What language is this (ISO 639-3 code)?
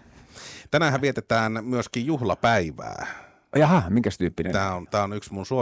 fin